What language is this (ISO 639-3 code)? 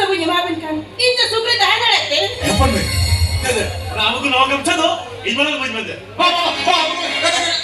sat